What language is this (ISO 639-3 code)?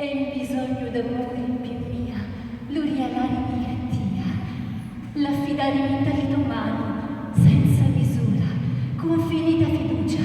scn